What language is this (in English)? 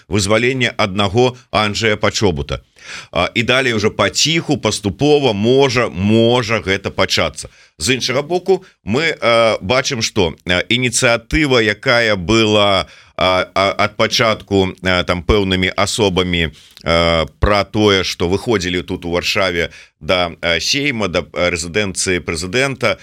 Belarusian